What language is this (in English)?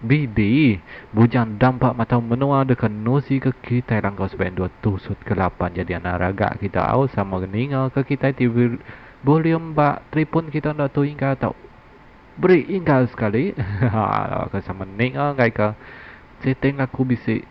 Iban